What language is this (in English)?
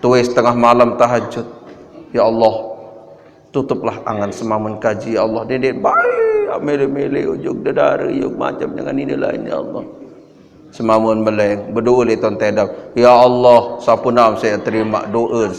Sasak